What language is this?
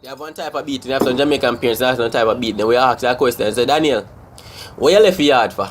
Jamaican Creole English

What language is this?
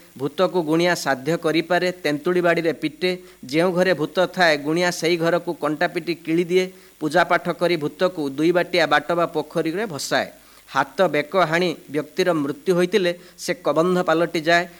Odia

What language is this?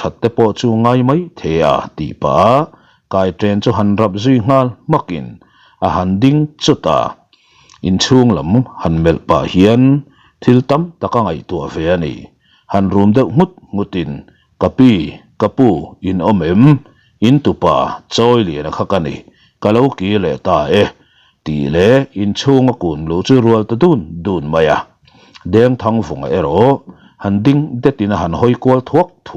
Mizo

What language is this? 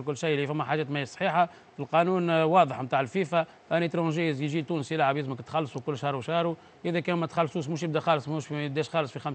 Tunisian Arabic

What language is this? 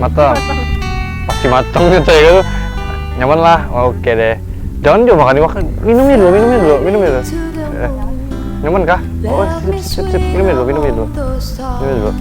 Banjar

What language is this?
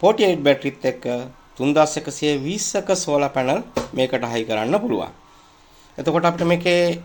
Sinhala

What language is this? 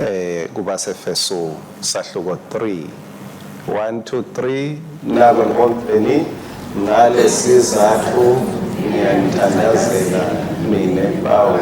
Swati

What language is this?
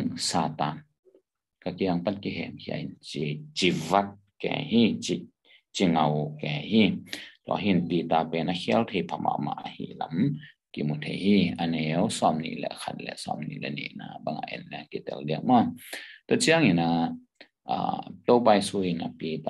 Tedim Chin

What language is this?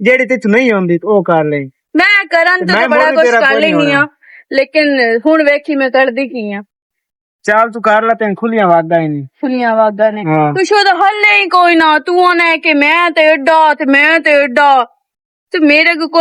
Western Panjabi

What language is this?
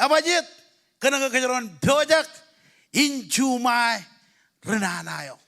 Marshallese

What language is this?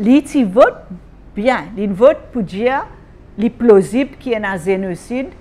Morisyen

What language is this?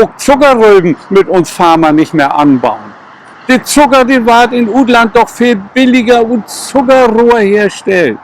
Low German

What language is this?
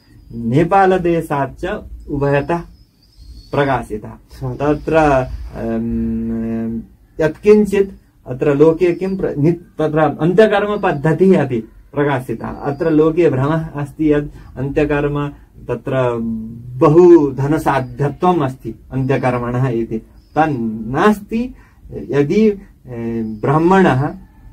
Sanskrit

